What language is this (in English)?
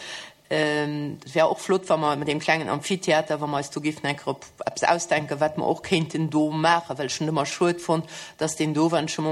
Luxembourgish